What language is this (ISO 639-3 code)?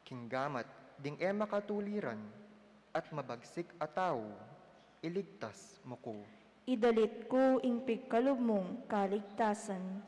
pam